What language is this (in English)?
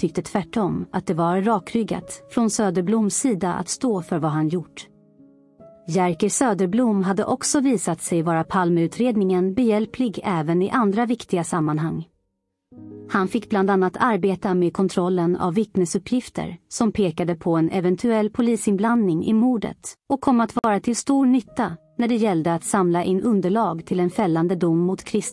Swedish